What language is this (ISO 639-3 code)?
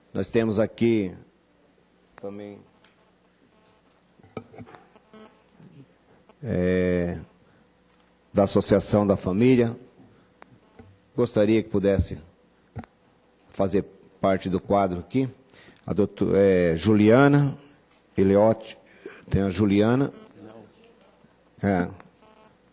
por